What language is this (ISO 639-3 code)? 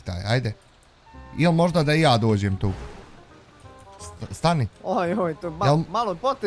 bos